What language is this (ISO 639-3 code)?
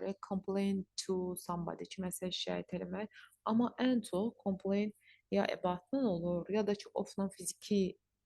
aze